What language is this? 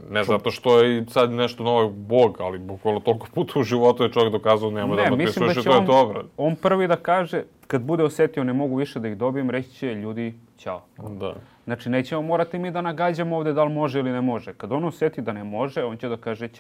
Serbian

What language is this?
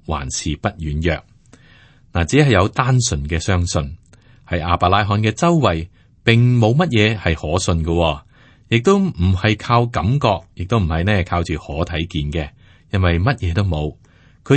Cantonese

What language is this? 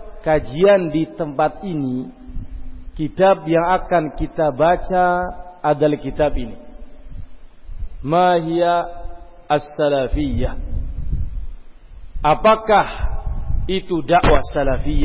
Indonesian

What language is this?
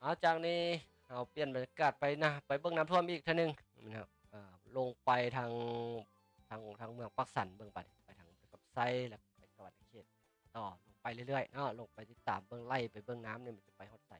Lao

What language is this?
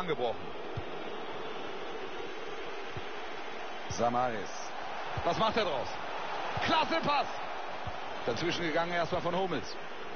German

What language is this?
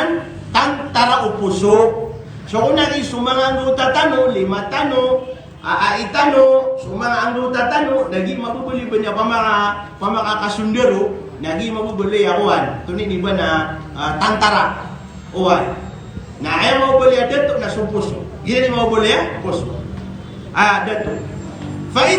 Maranao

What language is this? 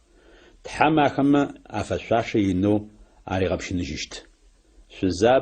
Adyghe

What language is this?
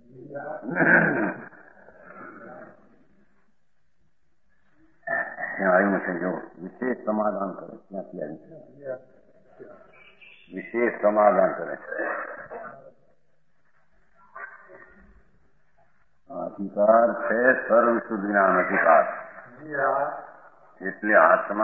Gujarati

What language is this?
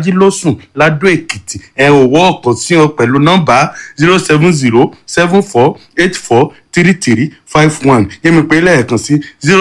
Yoruba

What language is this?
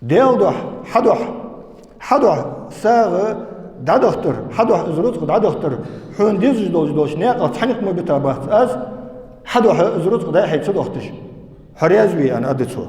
Ingush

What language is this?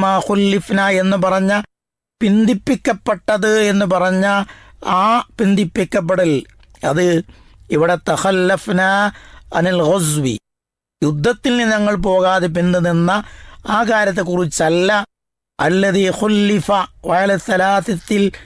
Malayalam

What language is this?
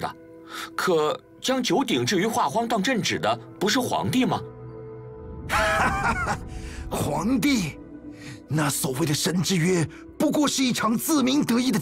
Chinese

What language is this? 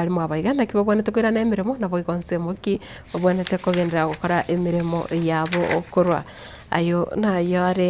Gusii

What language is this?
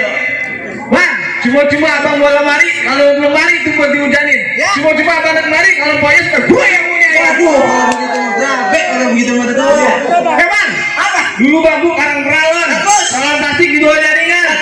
Betawi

